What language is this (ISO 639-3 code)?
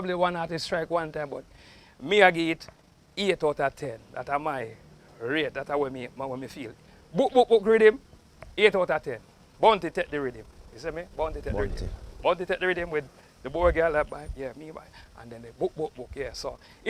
jam